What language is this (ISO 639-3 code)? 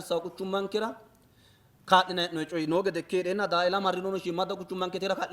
sid